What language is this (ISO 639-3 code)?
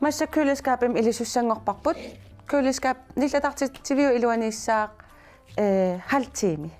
kal